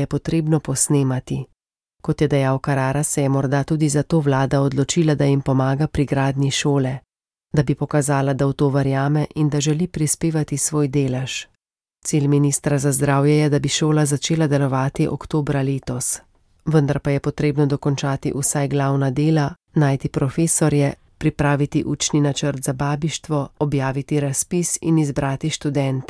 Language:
Slovenian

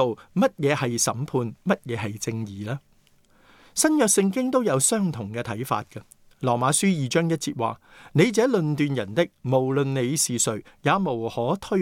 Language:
Cantonese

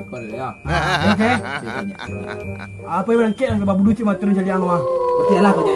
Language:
Minangkabau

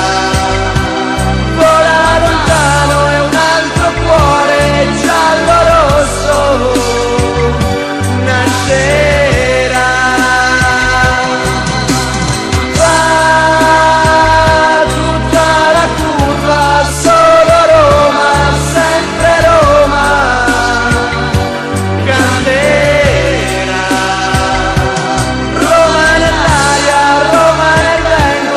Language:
Italian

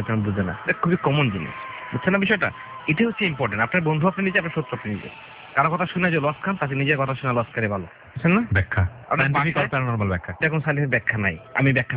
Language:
Bangla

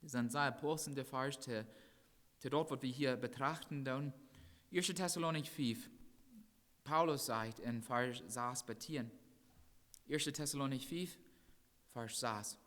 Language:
Plautdietsch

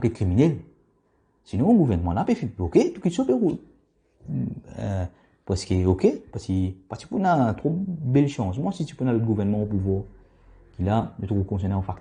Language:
Morisyen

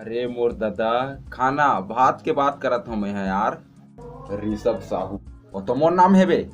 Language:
Chhattisgarhi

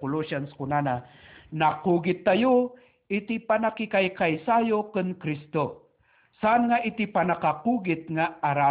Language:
Iloko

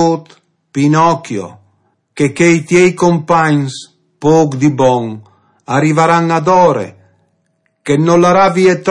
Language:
Friulian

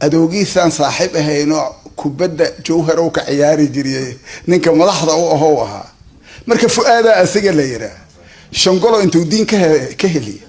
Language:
Somali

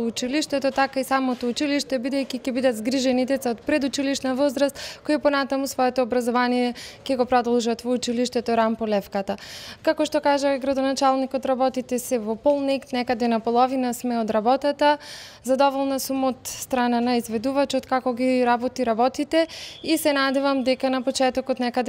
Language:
Macedonian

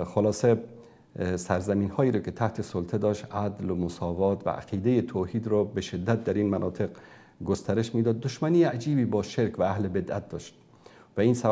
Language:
Persian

